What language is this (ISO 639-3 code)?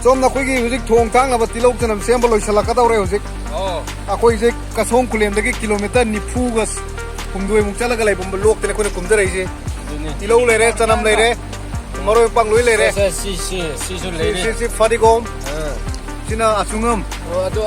mni